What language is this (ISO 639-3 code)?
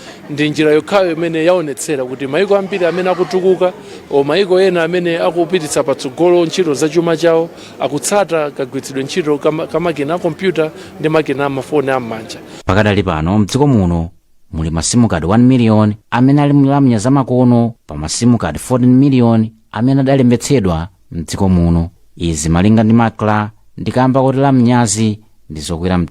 nya